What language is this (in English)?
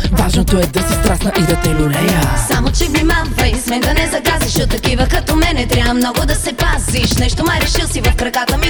Bulgarian